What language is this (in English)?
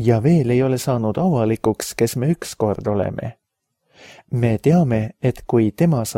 Estonian